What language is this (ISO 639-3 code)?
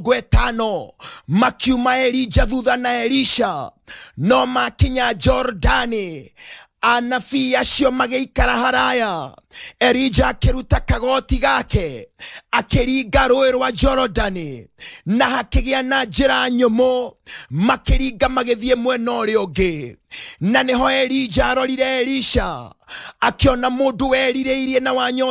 kik